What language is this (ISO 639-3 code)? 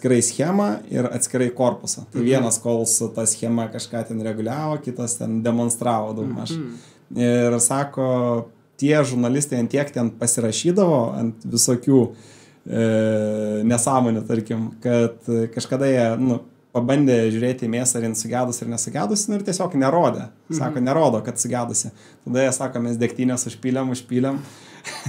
lit